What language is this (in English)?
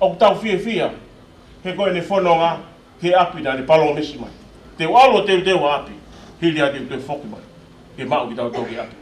Tongan